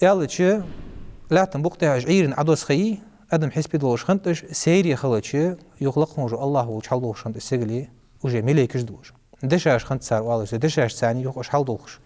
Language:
Ingush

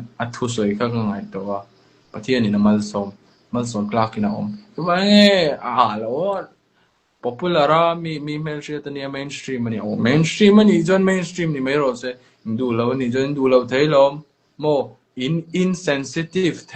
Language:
Mizo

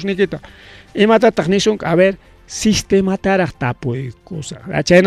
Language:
Ayacucho Quechua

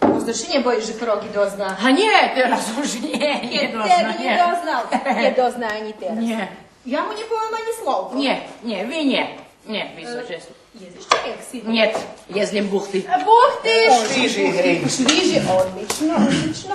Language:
Rusyn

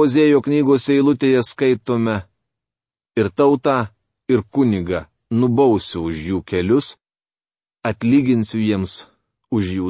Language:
Lithuanian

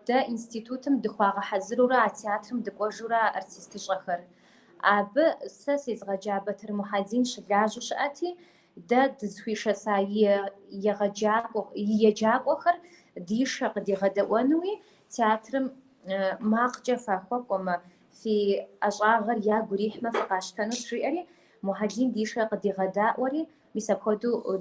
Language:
Kabardian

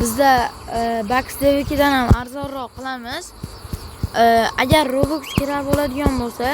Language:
Uzbek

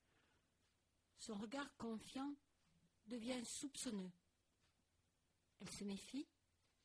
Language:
French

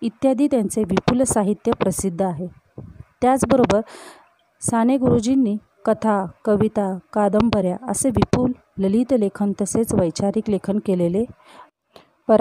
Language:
Marathi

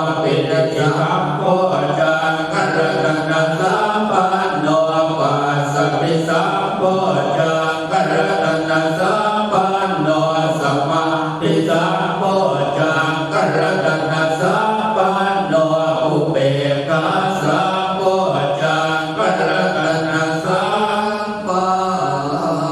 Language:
Pali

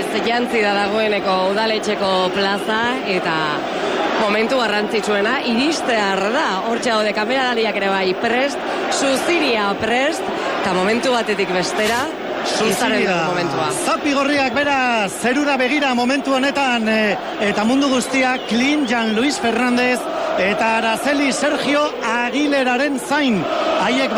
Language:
Basque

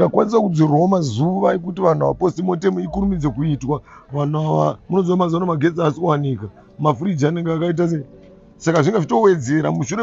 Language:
Shona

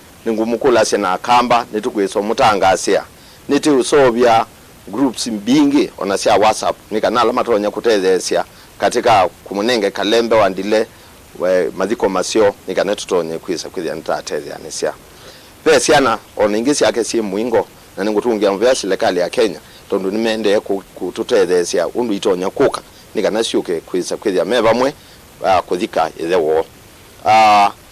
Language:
Kamba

